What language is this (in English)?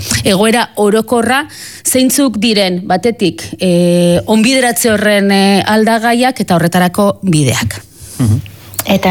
Basque